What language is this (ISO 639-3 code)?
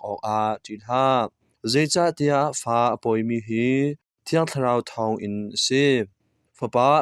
cnh